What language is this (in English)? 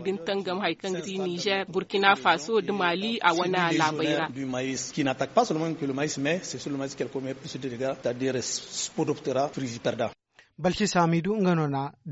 Zarma